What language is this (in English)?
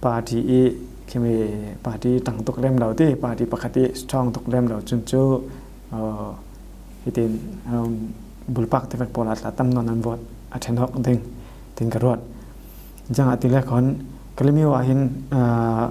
Falam Chin